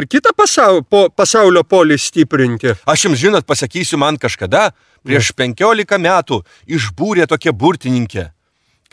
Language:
Lithuanian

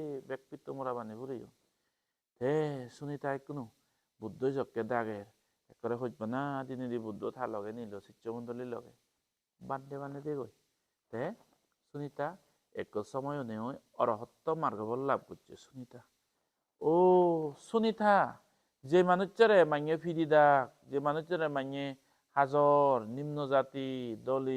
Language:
Chakma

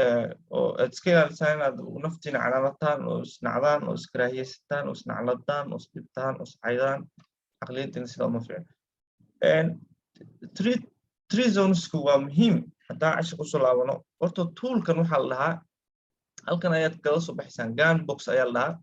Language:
Somali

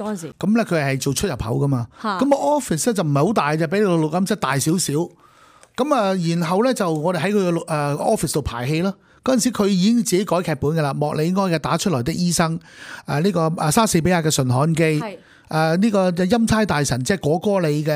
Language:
Cantonese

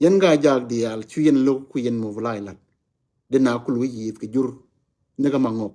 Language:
Nuer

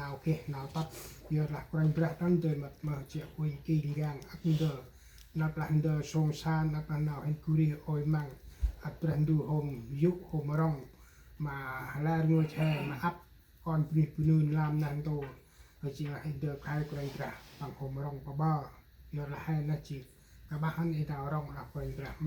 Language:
Central Mnong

